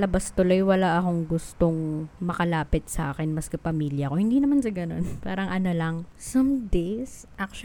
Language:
Filipino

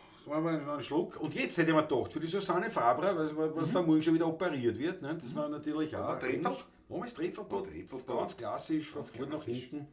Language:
Bavarian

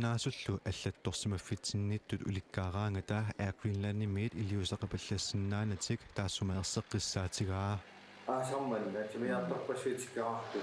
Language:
Kalaallisut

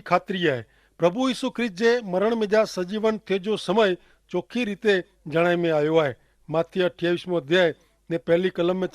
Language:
Kachhi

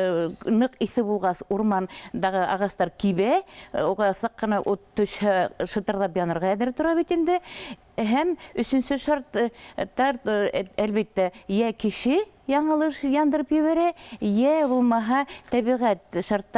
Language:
Bashkir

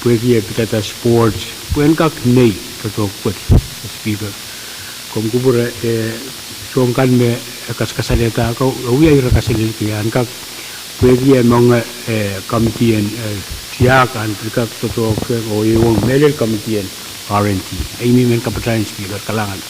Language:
Pohnpeian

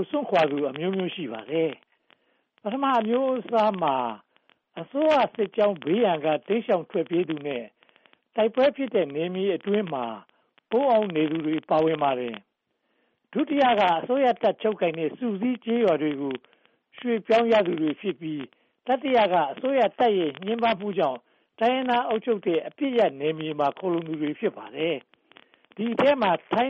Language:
Burmese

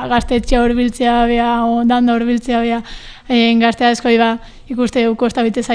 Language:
Basque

